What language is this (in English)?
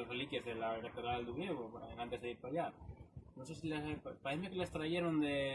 Asturian